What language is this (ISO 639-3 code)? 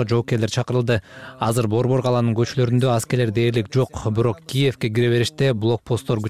kir